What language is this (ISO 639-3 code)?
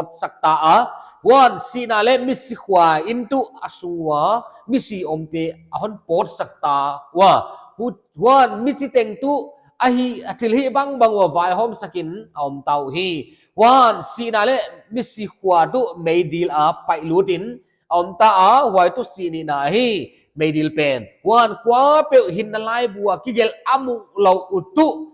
pck